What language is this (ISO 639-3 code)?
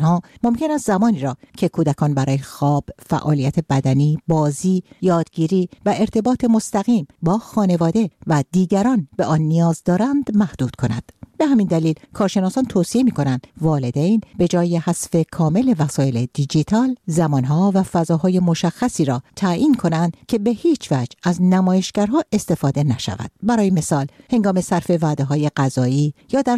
fas